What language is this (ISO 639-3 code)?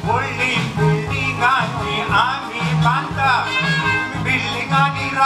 kok